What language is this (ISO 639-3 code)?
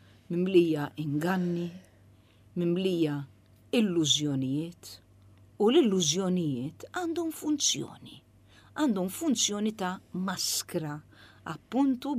mlt